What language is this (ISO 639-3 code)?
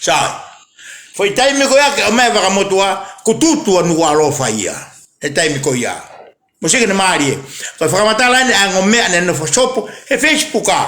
ton